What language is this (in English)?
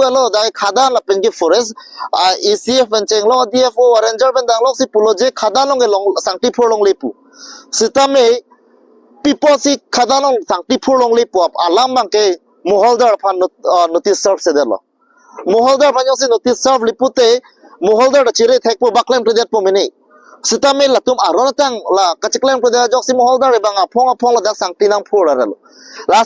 Karbi